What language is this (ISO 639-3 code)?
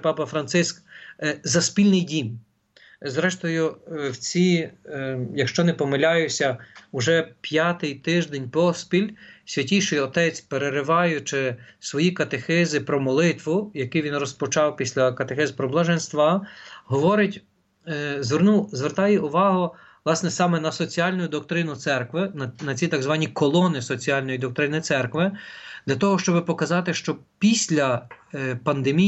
ukr